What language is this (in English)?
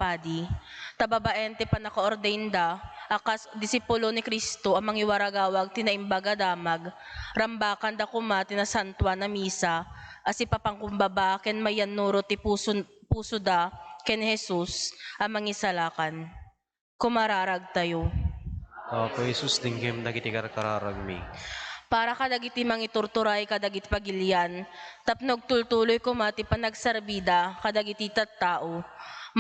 Iloko